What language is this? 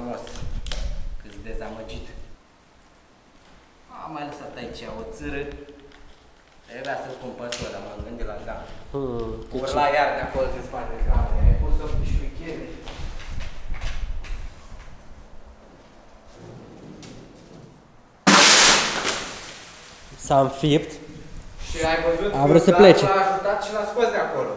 Romanian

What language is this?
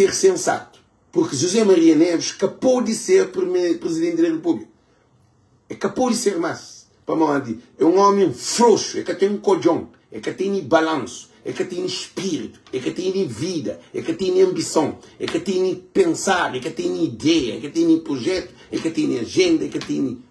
Kabuverdianu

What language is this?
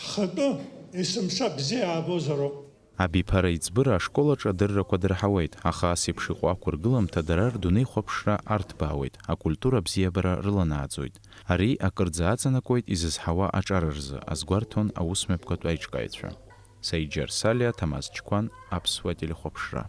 Abkhazian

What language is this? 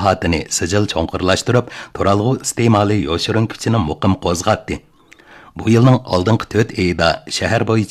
Uyghur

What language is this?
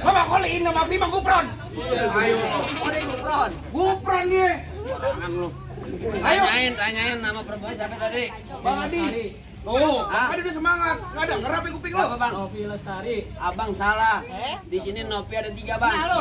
Betawi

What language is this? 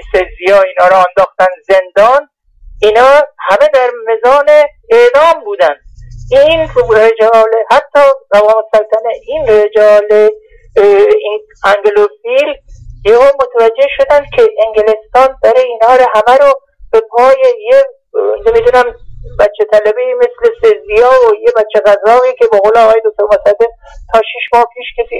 Persian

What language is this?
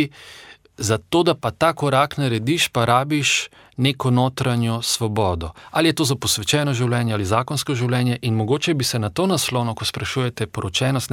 Slovenian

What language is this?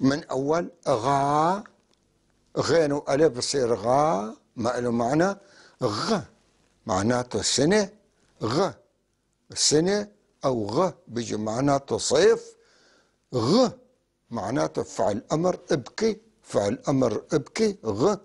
North Levantine Arabic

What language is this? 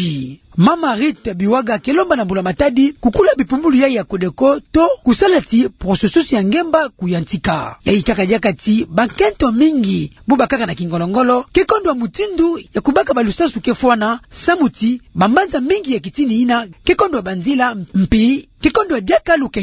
Kituba (Democratic Republic of Congo)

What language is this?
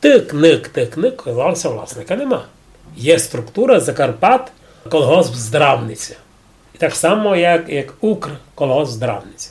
Rusyn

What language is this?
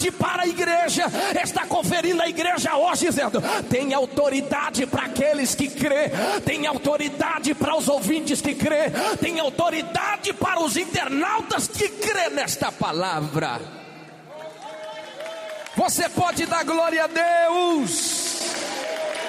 Portuguese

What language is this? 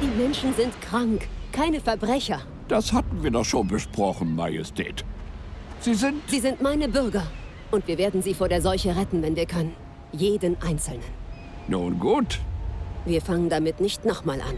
Bavarian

